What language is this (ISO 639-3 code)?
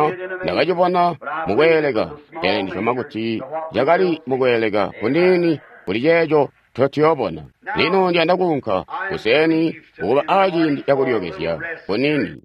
toi